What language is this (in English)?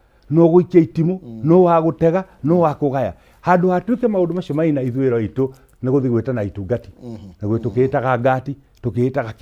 Kikuyu